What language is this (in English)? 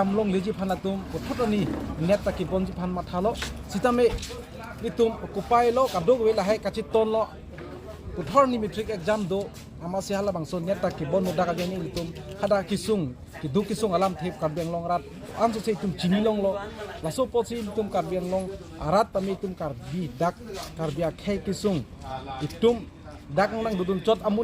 Karbi